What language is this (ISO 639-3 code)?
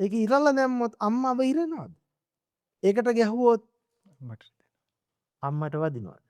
sin